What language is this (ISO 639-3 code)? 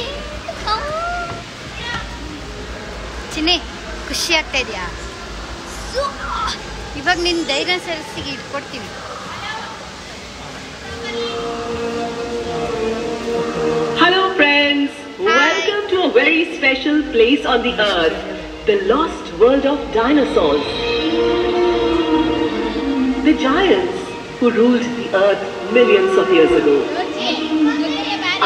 kan